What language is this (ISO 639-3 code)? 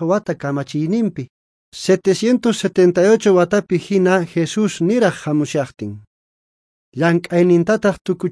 quh